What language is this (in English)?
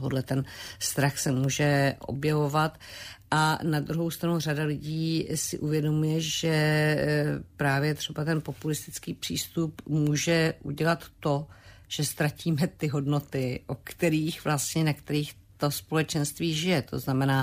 Czech